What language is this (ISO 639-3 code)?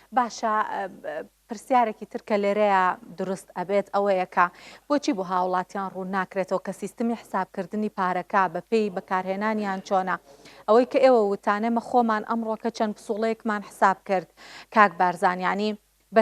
ckb